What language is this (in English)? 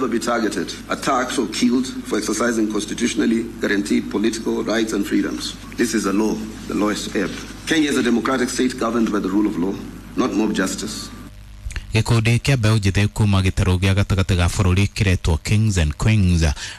Kikuyu